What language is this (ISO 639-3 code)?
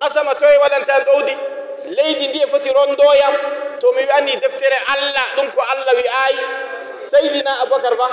ful